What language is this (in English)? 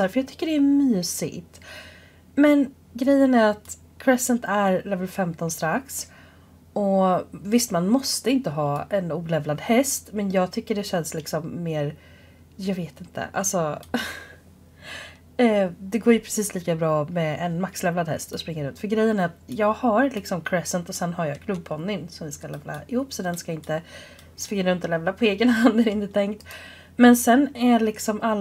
Swedish